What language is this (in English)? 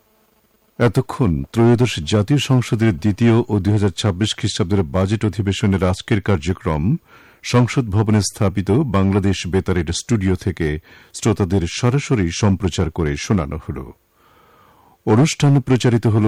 Bangla